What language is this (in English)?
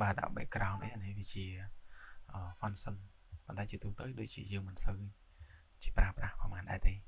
Khmer